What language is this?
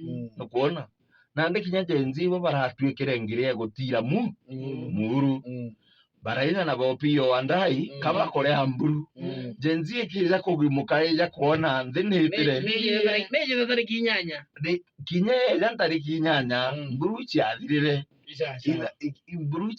Meru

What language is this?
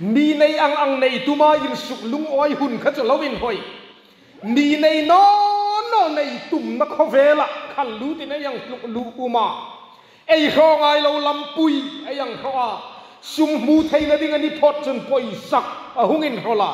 Hmar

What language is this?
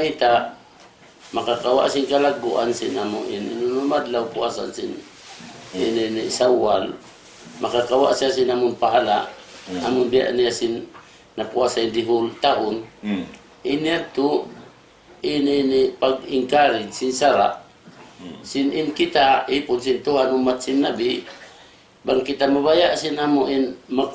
Tausug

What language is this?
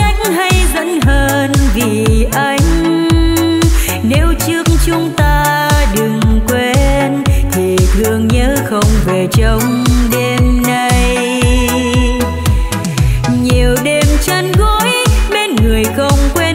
Vietnamese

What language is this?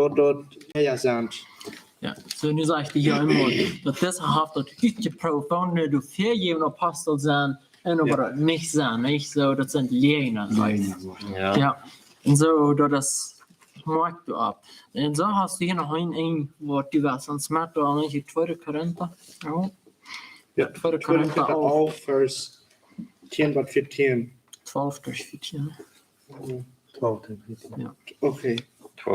Plautdietsch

